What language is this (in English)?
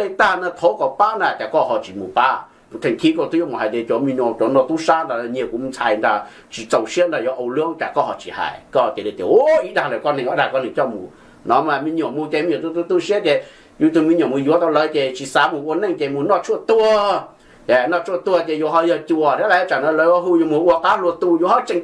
Hmong